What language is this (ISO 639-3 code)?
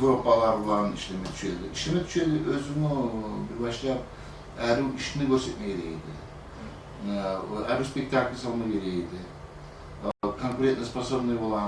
kum